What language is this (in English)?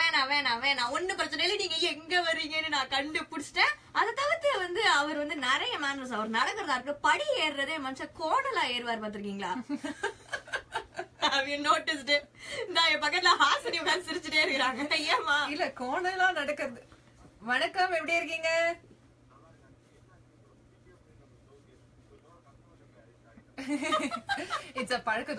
Tamil